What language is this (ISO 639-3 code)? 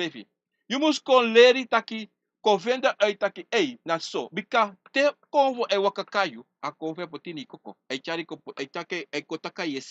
srn